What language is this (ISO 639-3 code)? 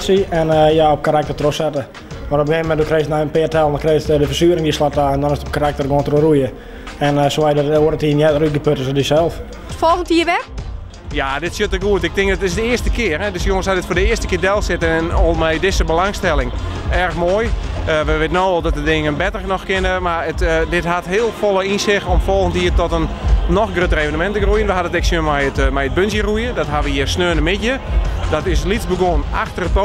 fry